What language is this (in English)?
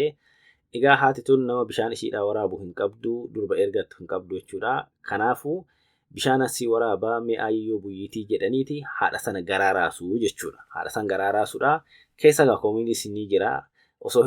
Oromo